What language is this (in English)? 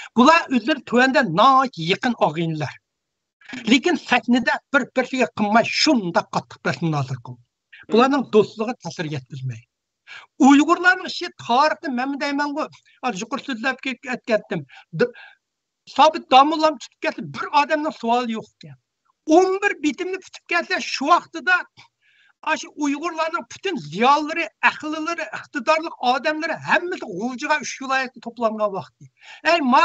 Uyghur